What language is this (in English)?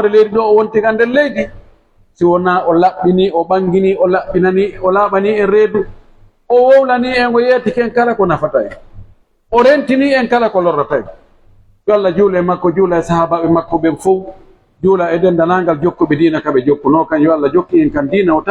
Pular